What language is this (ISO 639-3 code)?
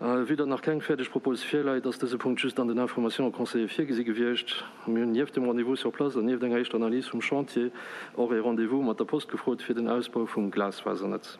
ltz